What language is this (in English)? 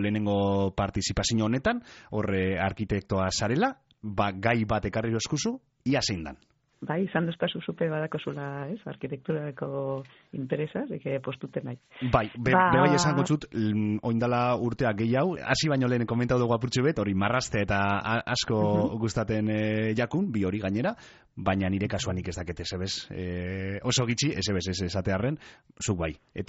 Basque